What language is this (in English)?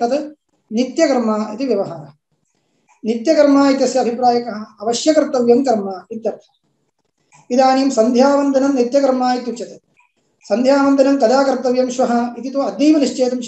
Sanskrit